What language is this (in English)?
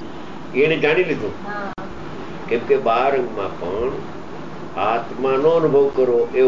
Gujarati